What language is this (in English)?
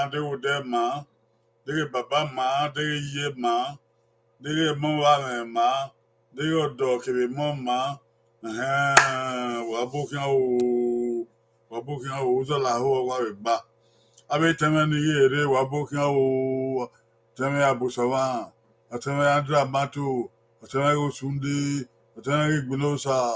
Bini